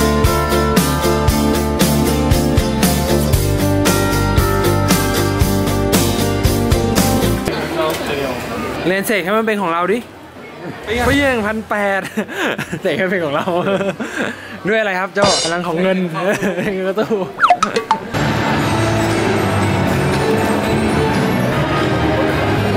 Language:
Thai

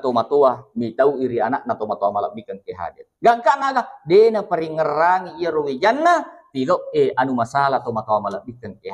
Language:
Buginese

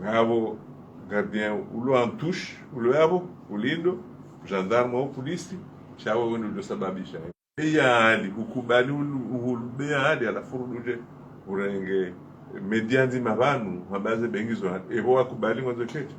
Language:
Ngazidja Comorian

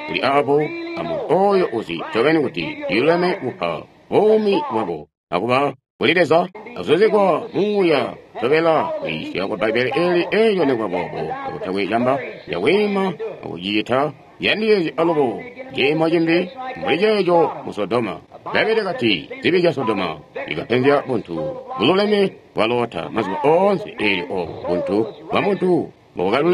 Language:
Tonga (Zambia)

